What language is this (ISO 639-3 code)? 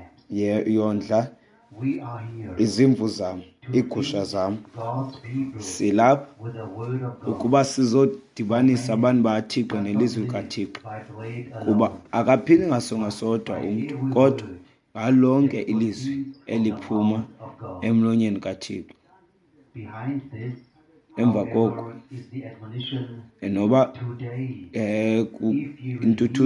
xho